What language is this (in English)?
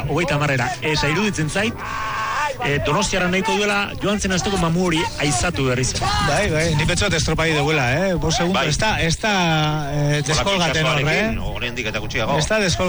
Basque